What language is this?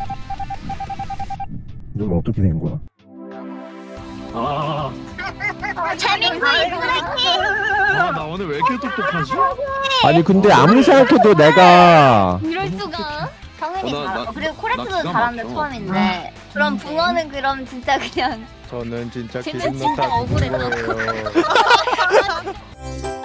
Korean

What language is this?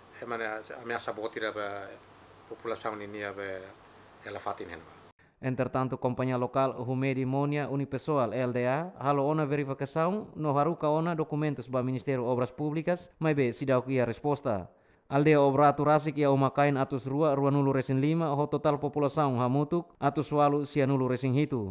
Tetum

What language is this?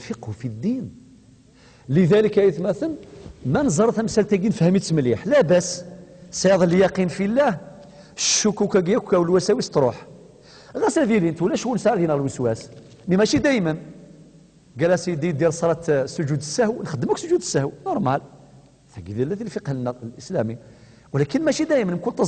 Kabyle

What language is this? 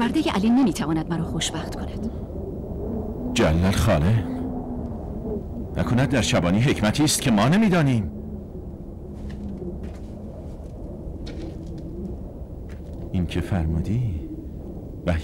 Persian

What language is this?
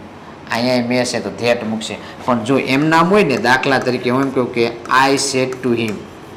Gujarati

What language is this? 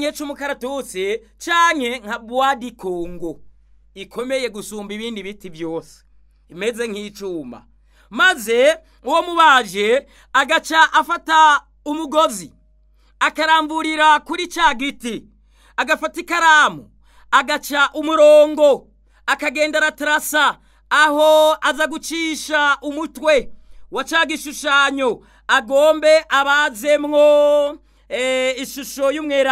Rundi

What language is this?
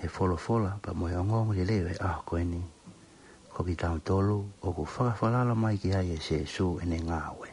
Tongan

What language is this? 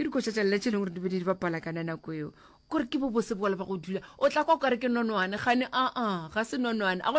Northern Sotho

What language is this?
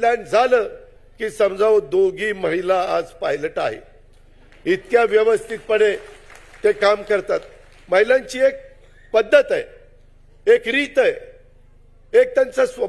Marathi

